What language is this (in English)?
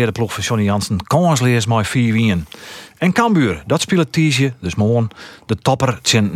Western Frisian